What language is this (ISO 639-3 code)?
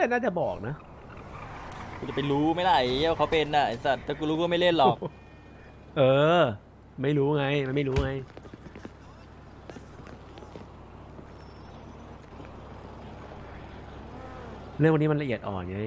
tha